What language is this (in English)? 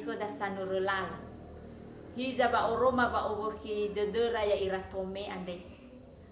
Nias